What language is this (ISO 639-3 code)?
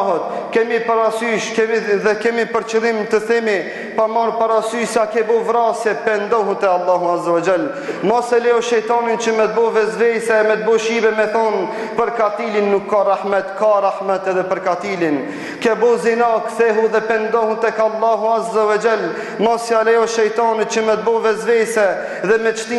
sqi